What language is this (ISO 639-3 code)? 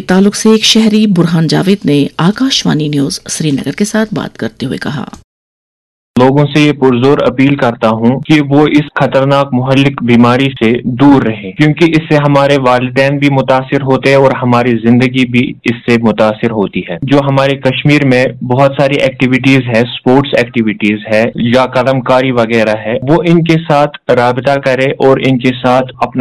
urd